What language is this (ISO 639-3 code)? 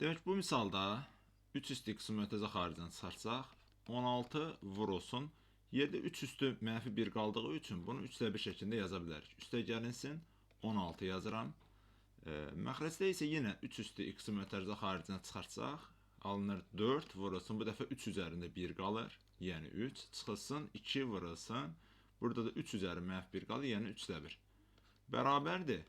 aze